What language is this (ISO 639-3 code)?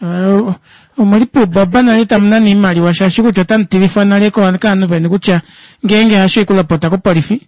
kua